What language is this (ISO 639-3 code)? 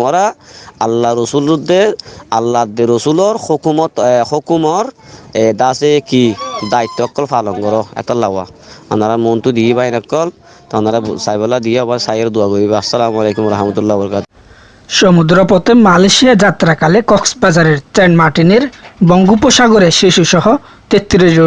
rhg